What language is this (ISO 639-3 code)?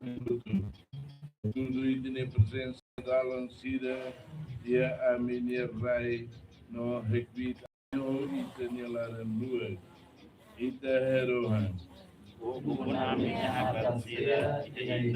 tet